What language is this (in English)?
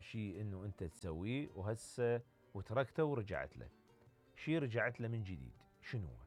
Mesopotamian Arabic